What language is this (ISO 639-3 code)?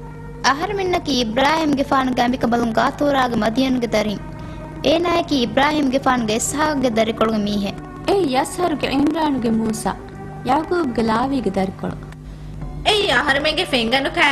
div